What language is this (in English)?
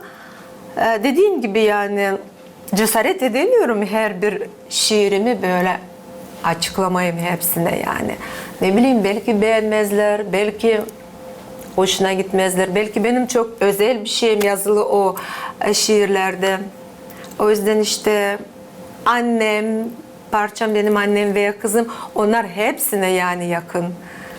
Gagauz